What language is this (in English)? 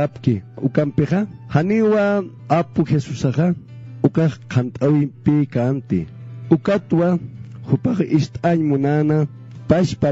Aymara